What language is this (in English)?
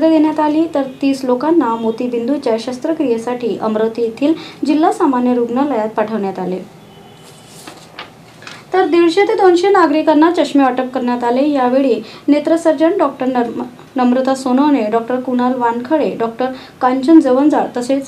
Marathi